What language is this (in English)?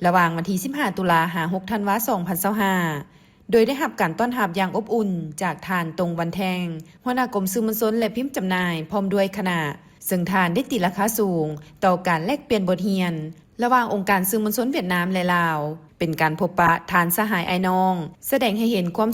Lao